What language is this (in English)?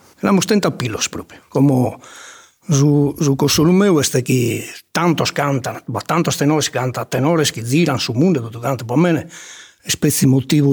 Sardinian